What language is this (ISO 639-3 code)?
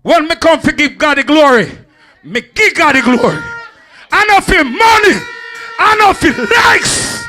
jam